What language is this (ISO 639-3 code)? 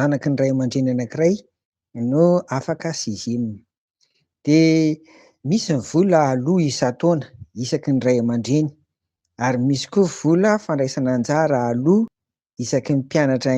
mlg